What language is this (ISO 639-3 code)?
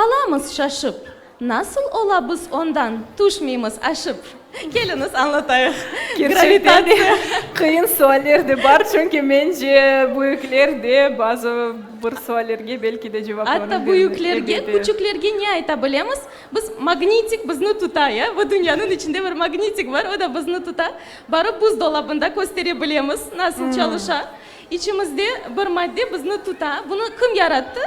crh